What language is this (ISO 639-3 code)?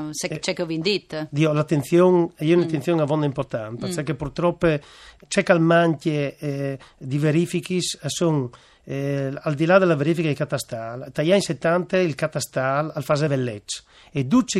fur